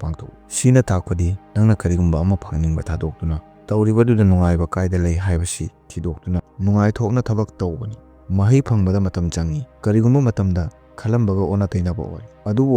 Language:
Manipuri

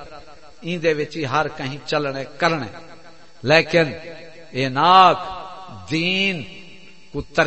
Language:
Saraiki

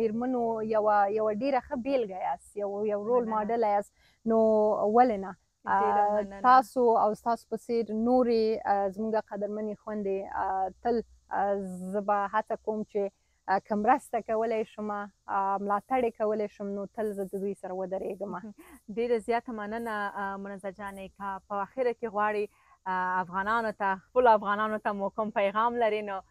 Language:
Pashto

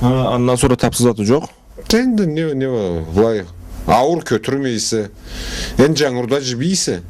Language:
Karachay-Balkar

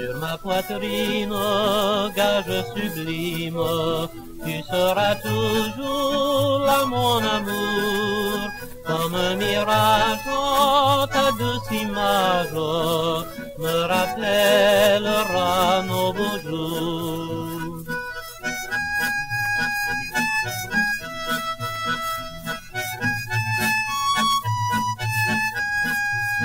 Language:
French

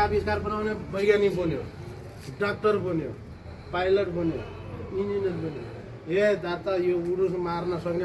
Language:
Nepali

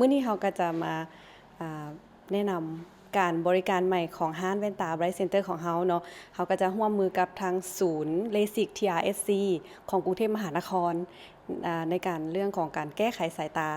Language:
Lao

